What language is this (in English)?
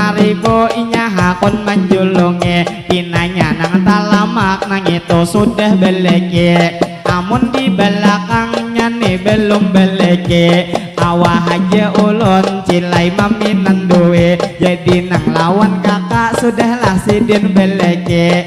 Banjar